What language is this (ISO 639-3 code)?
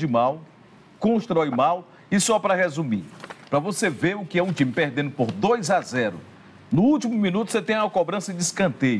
por